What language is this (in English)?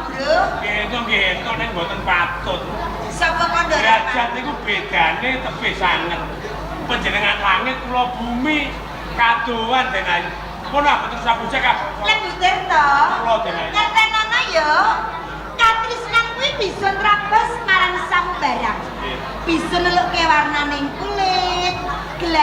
Javanese